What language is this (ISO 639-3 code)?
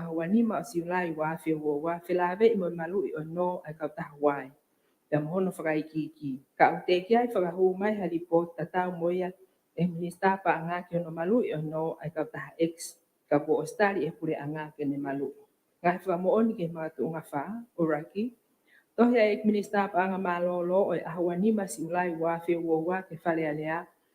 ton